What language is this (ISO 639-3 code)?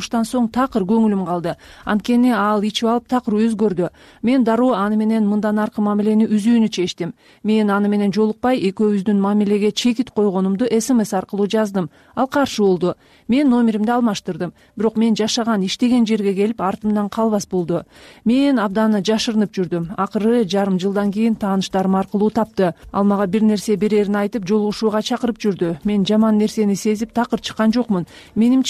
kir